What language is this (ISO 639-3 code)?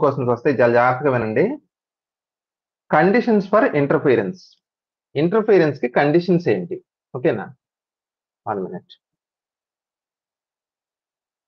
tel